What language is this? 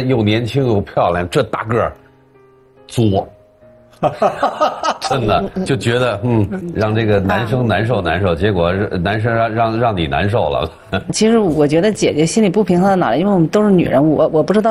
Chinese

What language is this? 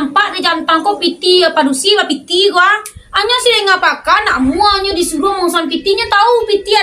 Minangkabau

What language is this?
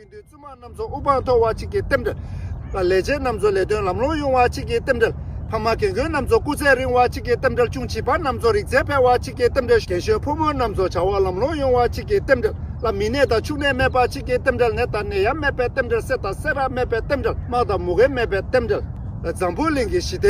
Tibetan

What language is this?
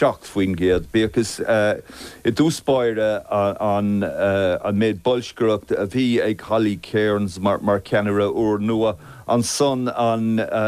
Irish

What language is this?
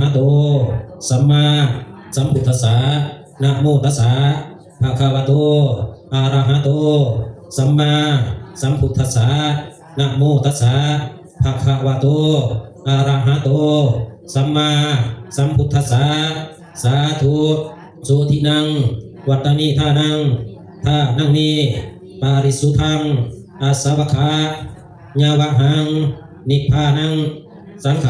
Pali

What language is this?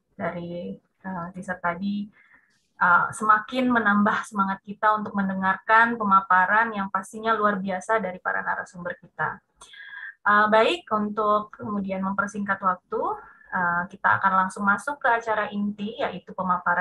Indonesian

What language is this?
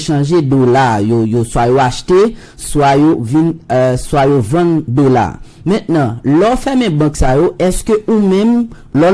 Haitian Creole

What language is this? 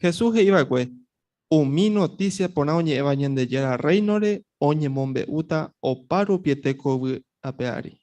Guarani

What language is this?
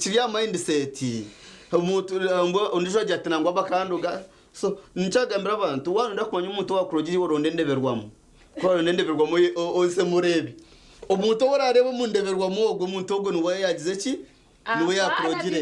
Nyankole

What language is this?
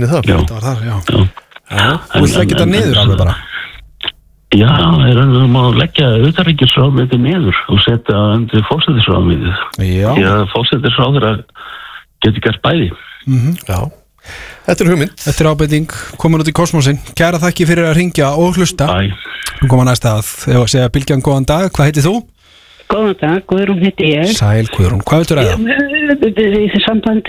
Icelandic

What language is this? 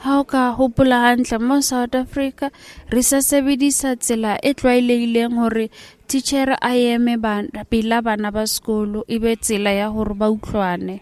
Southern Sotho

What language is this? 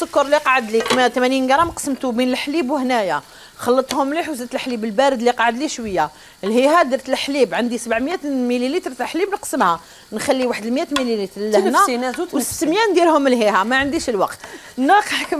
Algerian Arabic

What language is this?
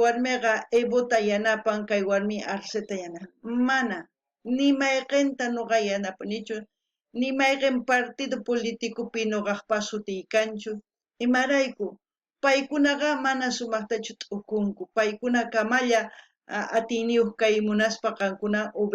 South Bolivian Quechua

